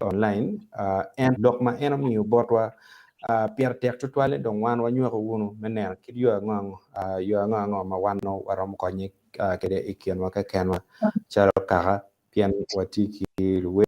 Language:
Acoli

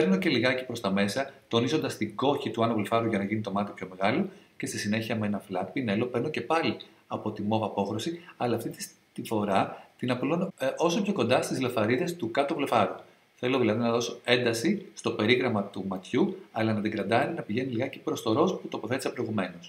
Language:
Greek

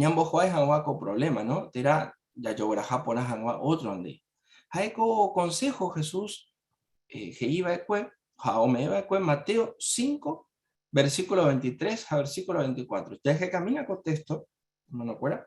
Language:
Guarani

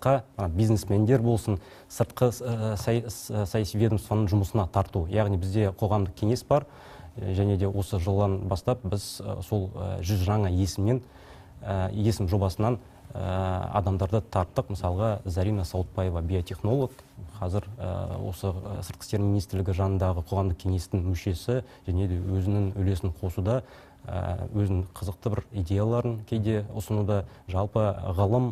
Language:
Kazakh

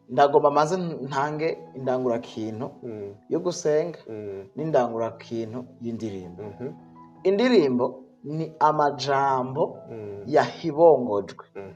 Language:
Rundi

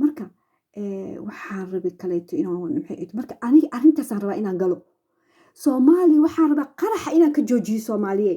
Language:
Somali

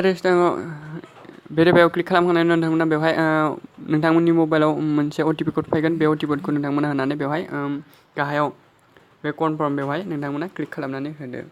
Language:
Bodo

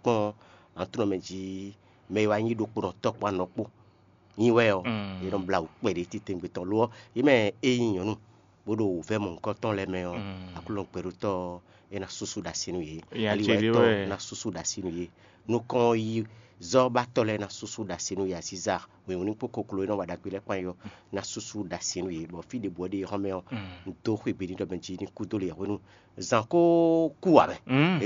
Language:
Fon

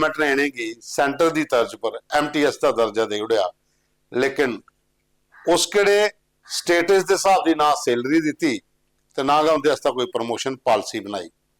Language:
Dogri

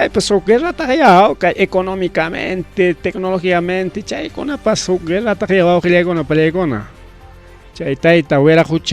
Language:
Ayacucho Quechua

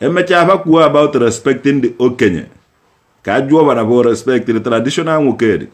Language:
Igbo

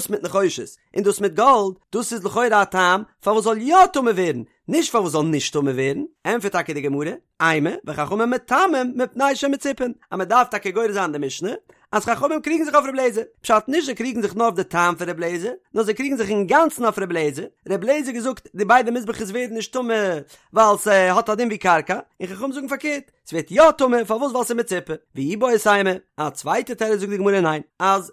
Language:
Yiddish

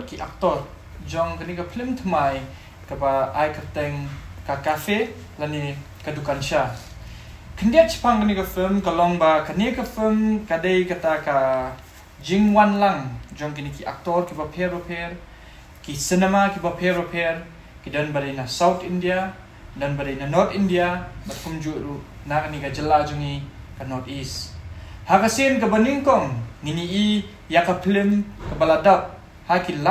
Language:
Khasi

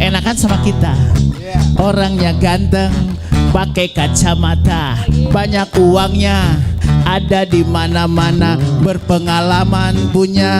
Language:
Manado Malay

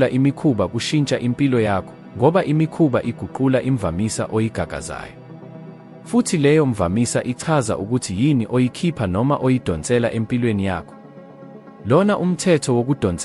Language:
Zulu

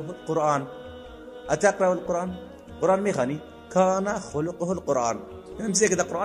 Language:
Persian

